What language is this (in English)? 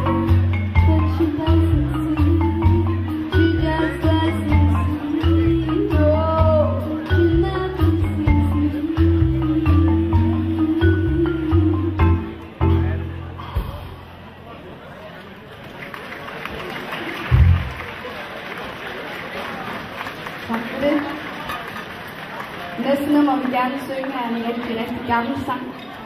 Danish